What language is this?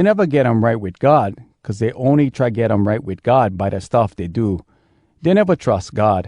Hawai'i Creole English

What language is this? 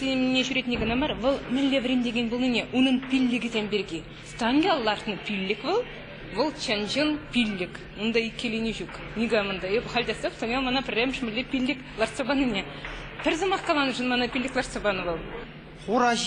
Chuvash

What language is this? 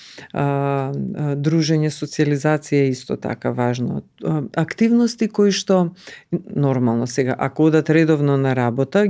Macedonian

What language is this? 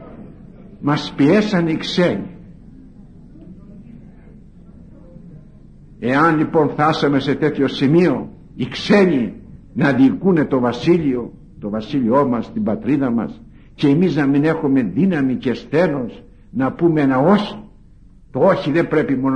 Greek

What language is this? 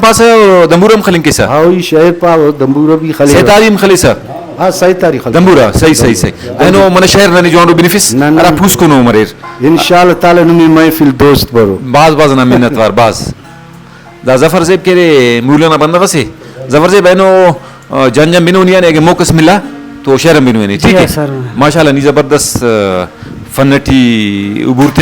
Brahui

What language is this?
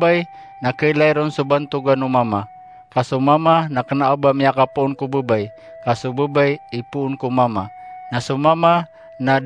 Maranao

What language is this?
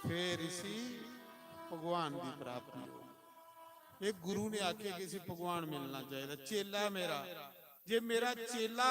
Dogri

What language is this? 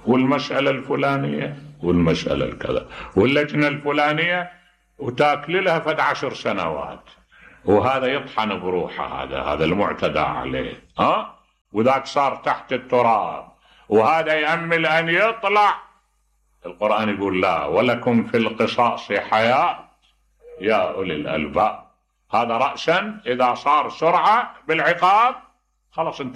Mesopotamian Arabic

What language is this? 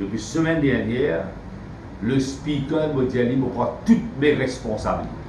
Morisyen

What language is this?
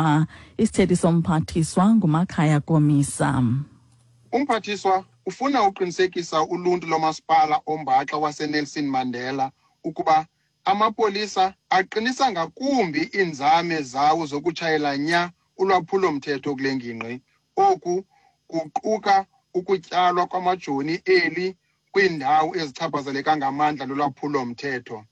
Xhosa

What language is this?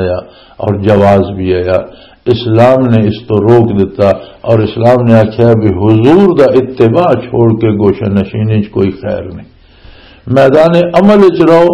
Western Panjabi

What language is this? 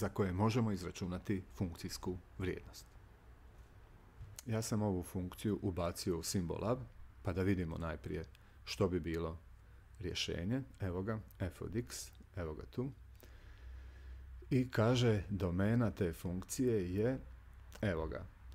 Croatian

